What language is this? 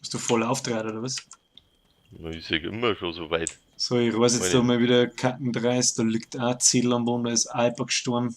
Bavarian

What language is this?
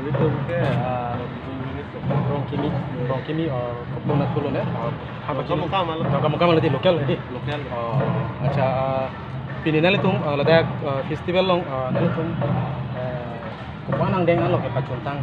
Karbi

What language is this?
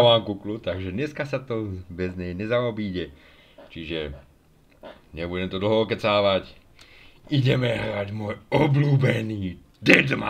Slovak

